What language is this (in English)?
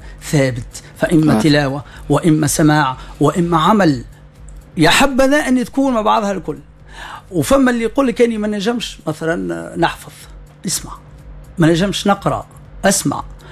Tunisian Arabic